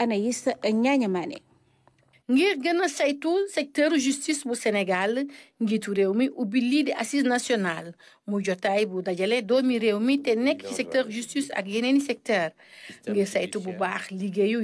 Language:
Wolof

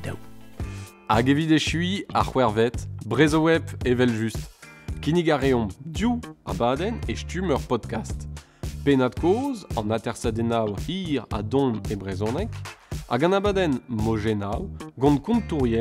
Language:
Breton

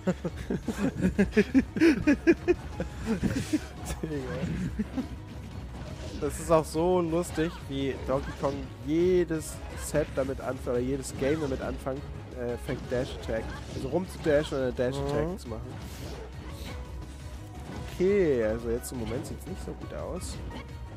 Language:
German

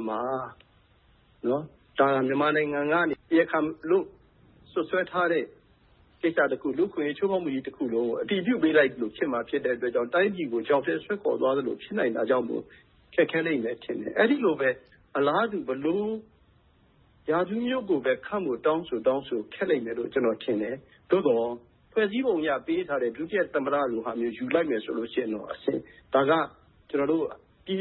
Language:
Burmese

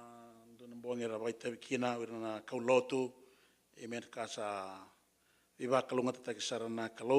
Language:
Fijian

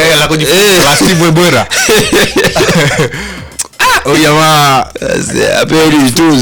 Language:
Swahili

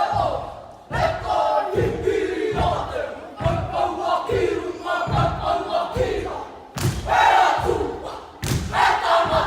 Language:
Māori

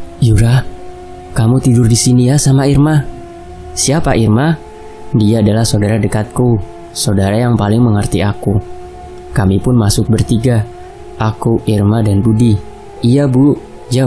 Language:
Indonesian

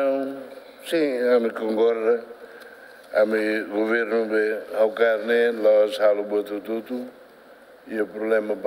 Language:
Tetum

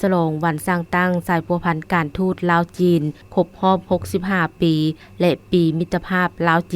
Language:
Lao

